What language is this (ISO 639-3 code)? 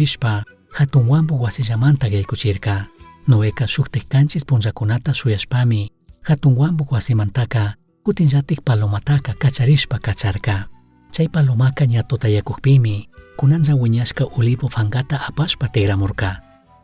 qug